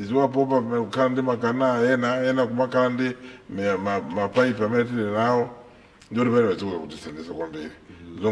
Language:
Nyanja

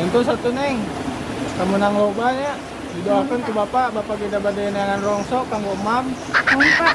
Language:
Sundanese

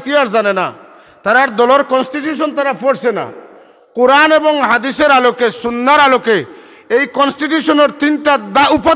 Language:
Sylheti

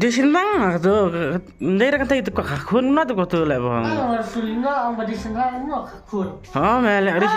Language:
Khasi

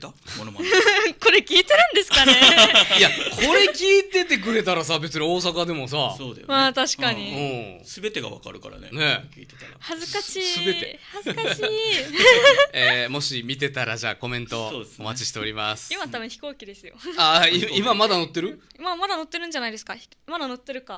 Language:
Japanese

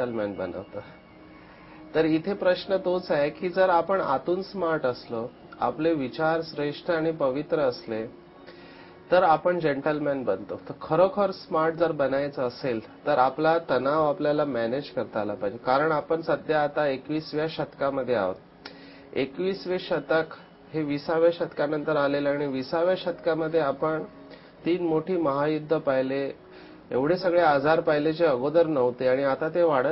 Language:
Marathi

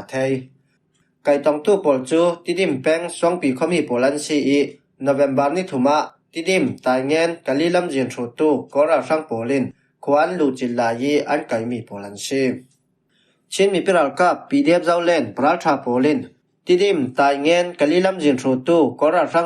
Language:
Falam Chin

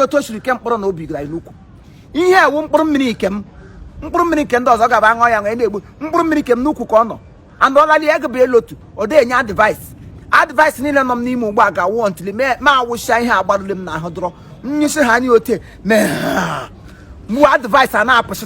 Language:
Igbo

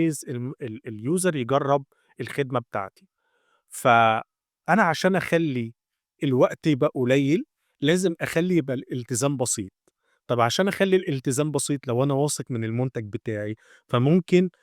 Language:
Egyptian Arabic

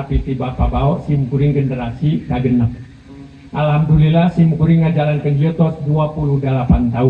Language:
Sundanese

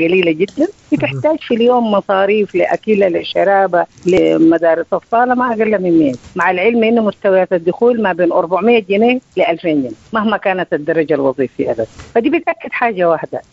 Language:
Sudanese Arabic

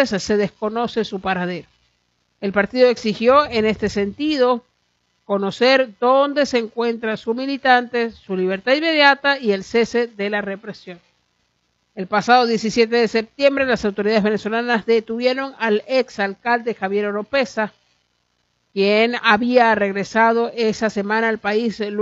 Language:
Spanish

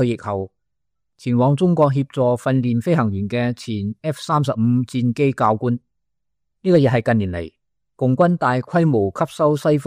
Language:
Cantonese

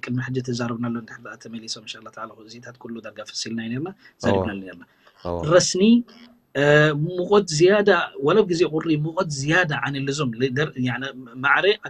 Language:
Tigrinya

